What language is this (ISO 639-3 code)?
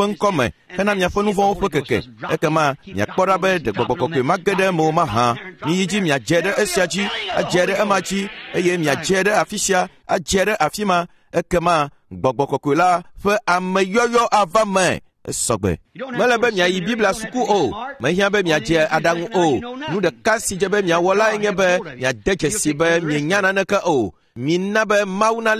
ewe